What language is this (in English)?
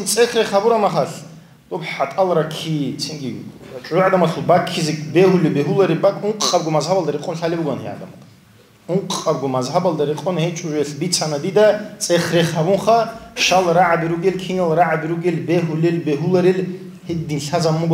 Avaric